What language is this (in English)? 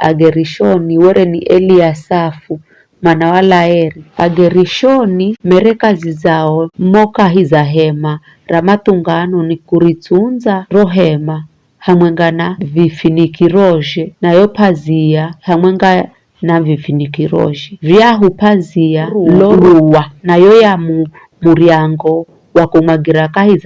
Giryama